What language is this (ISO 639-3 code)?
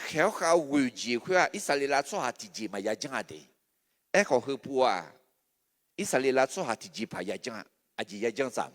ahk